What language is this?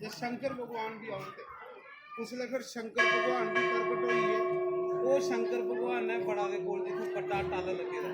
Dogri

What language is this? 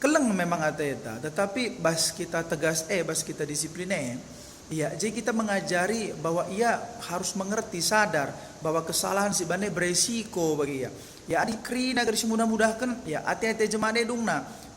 Batak Karo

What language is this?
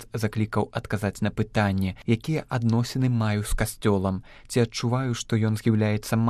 Belarusian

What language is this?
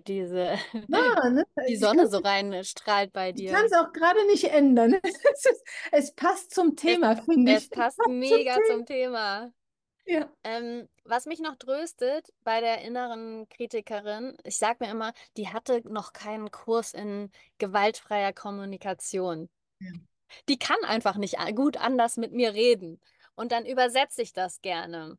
German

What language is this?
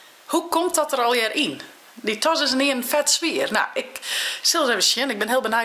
Western Frisian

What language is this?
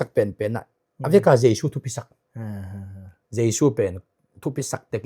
Tedim Chin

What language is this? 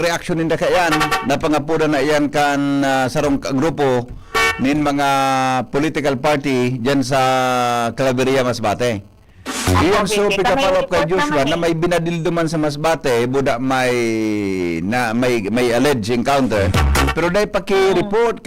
Bikol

